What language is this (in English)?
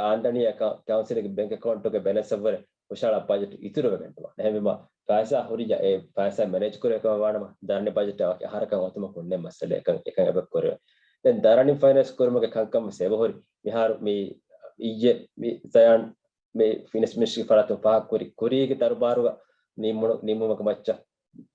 Divehi